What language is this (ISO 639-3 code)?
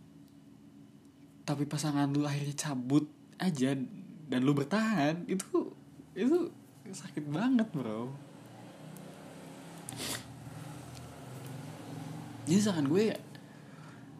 ind